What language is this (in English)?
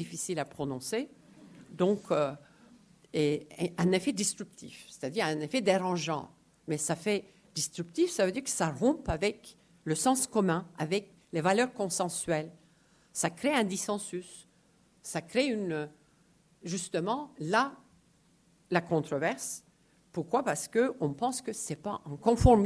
French